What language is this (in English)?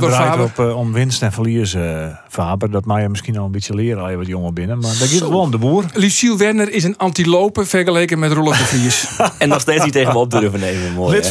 Western Frisian